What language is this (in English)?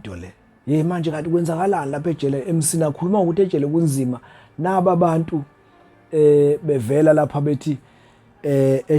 Zulu